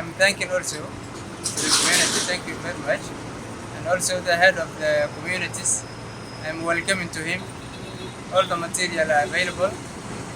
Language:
Dinka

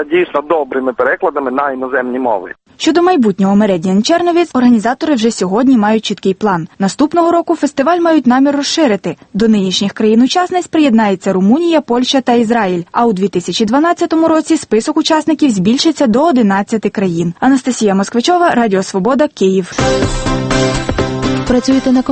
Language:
Ukrainian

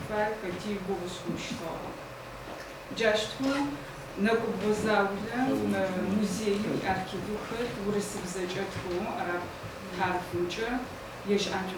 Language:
Adyghe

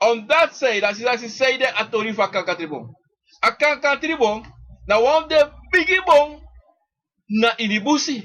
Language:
Sranan Tongo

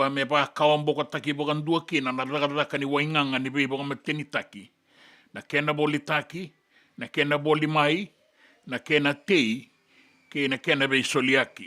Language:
Fijian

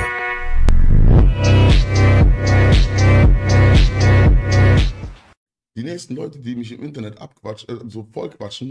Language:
German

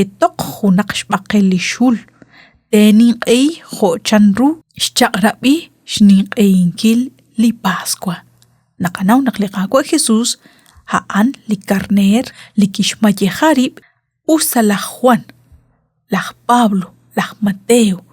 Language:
Kekchí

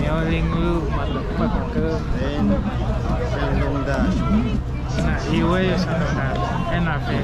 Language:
Nyanja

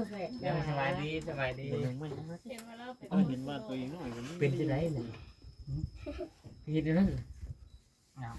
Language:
Northeastern Thai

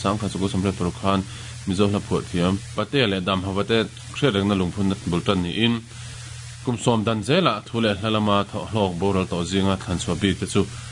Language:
Mizo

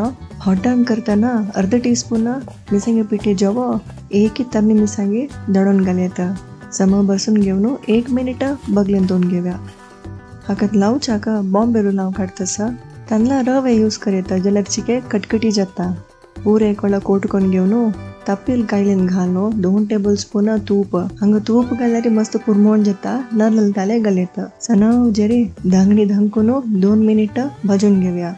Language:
Konkani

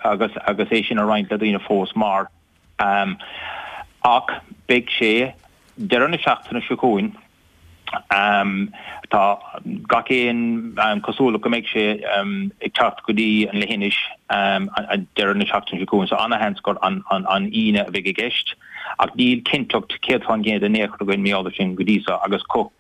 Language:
Irish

